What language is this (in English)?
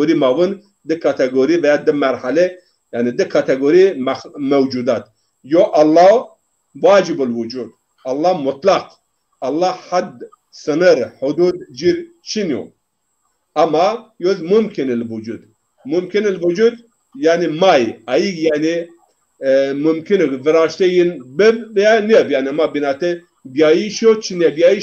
Zaza